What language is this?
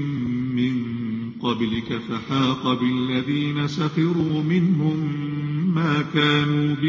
Arabic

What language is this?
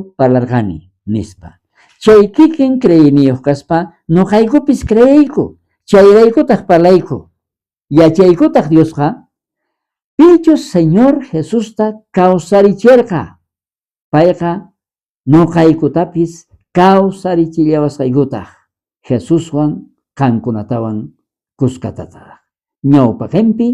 South Bolivian Quechua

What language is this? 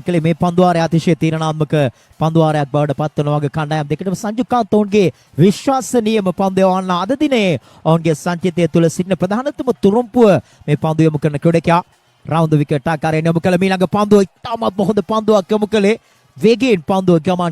Sinhala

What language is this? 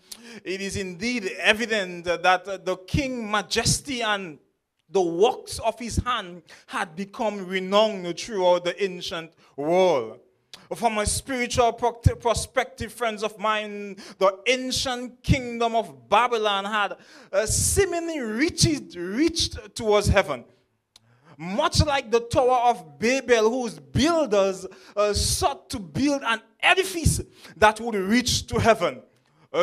English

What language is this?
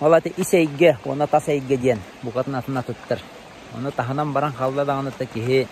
Yakut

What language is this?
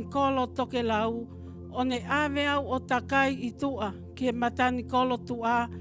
Tongan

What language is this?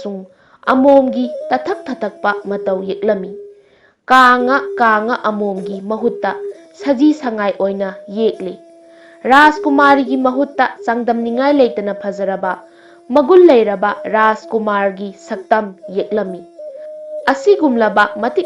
Manipuri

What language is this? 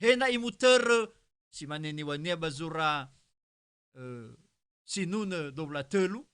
Nias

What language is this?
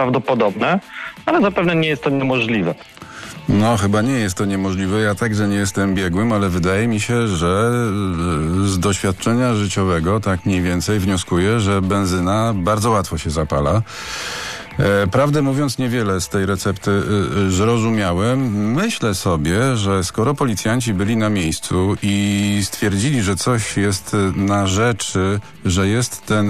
Polish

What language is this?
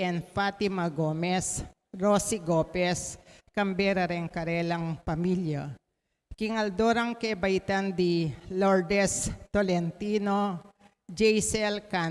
Pampanga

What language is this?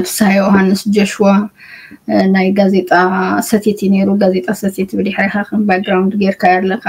Tigrinya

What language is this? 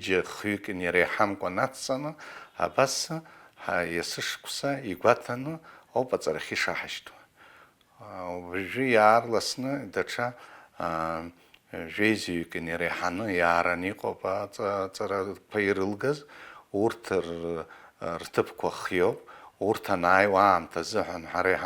Abkhazian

